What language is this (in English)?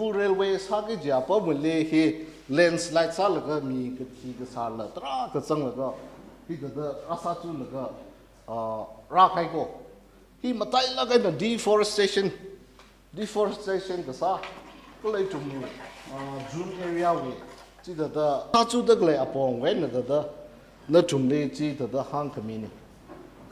Tangkhul Naga (India)